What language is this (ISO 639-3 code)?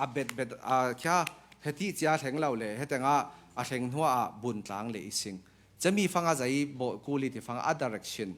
cfm